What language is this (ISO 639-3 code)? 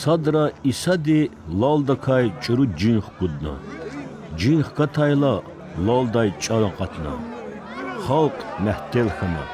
lez